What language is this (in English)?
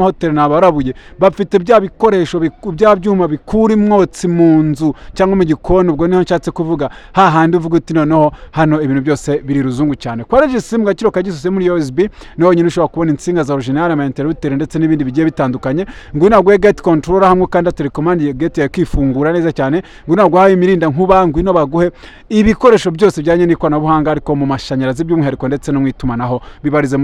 Kinyarwanda